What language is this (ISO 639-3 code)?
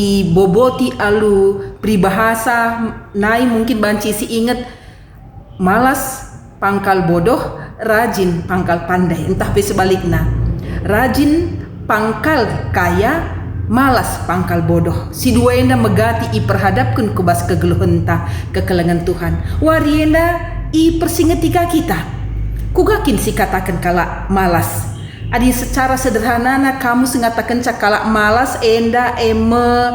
btx